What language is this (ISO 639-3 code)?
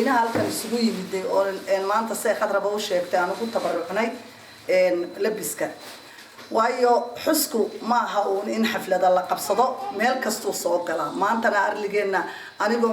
som